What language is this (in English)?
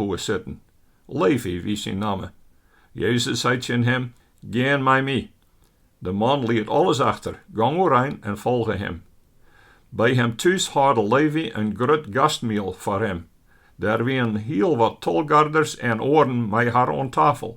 Western Frisian